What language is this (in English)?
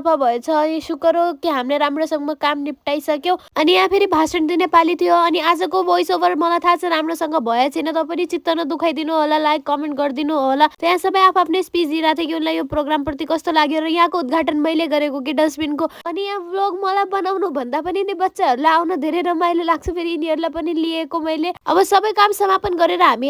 Nepali